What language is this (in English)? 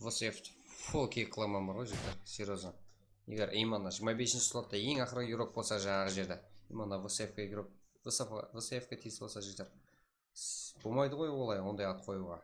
Kara-Kalpak